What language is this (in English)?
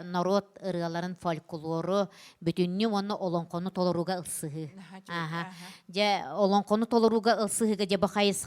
Yakut